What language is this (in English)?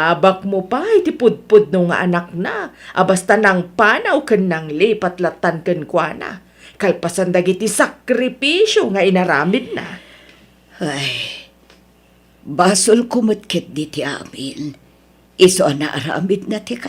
Iloko